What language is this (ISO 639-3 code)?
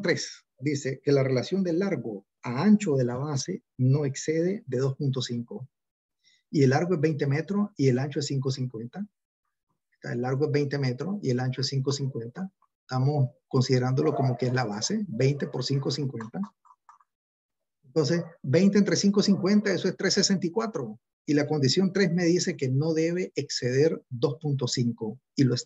spa